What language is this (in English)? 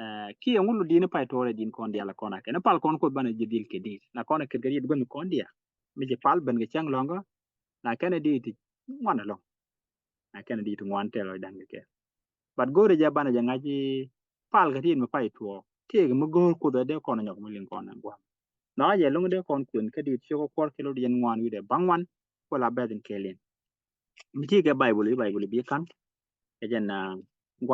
Nuer